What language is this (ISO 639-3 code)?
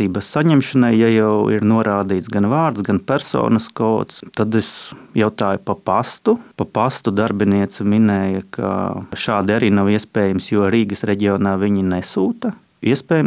lav